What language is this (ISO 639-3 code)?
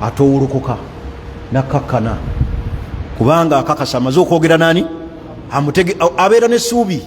lug